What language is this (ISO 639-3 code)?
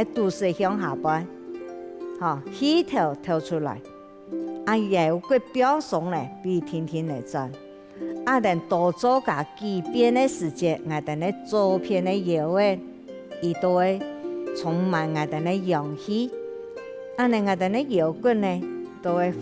hak